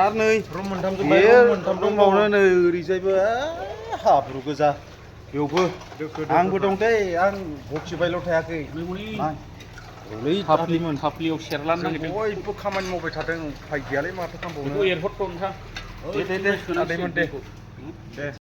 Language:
Bodo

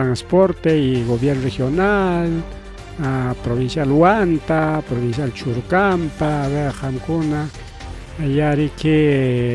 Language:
Ayacucho Quechua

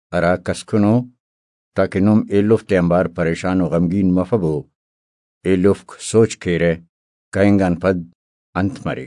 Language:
Brahui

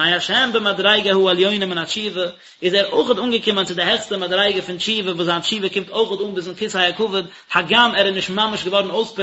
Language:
Yiddish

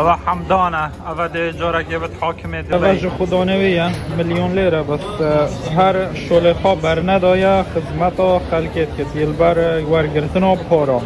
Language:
Kurdish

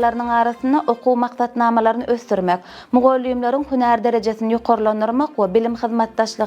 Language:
Turkmen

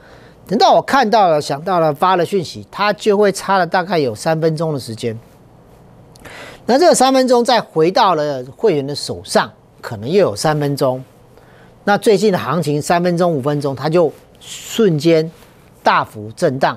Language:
Chinese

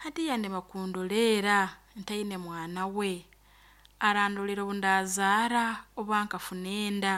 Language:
Nyoro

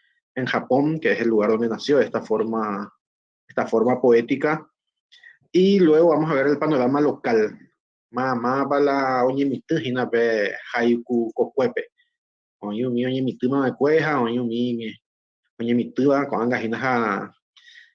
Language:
Guarani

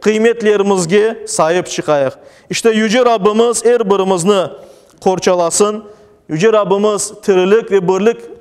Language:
Crimean Tatar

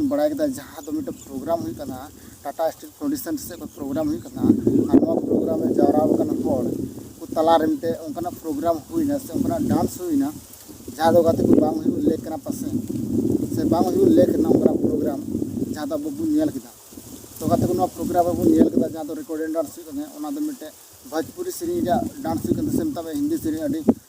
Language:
Santali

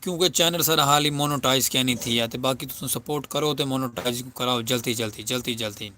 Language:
Saraiki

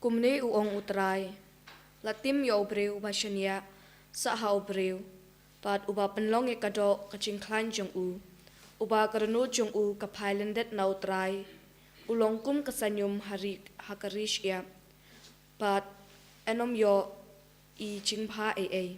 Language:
Khasi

